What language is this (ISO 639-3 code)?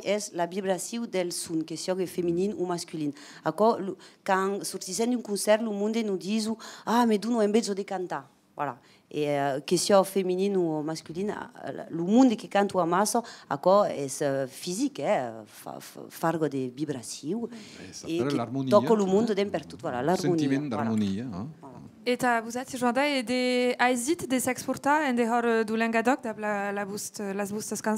oci